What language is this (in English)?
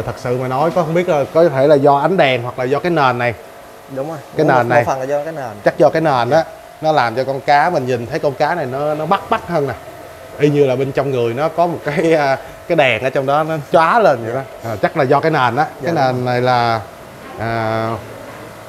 Vietnamese